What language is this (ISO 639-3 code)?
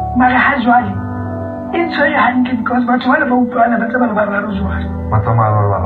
sot